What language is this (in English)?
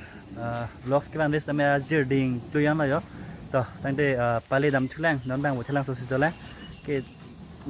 Karbi